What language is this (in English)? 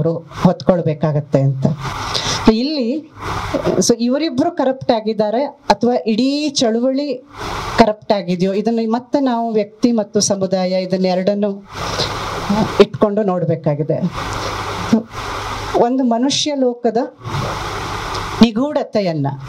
Kannada